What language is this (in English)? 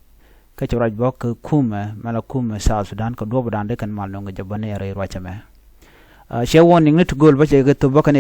Nuer